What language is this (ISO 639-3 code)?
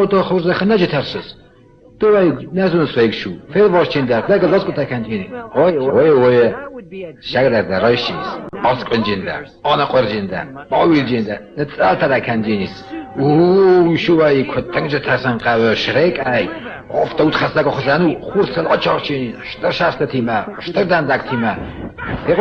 oss